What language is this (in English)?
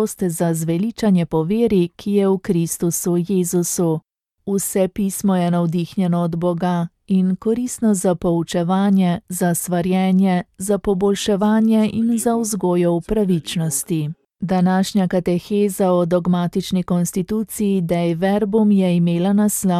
Slovenian